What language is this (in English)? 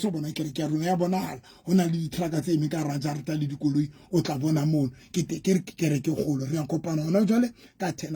Southern Sotho